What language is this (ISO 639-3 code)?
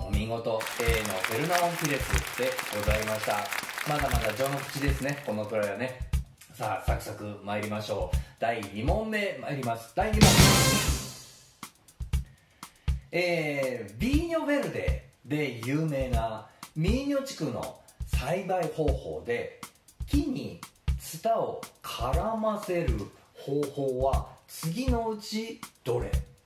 jpn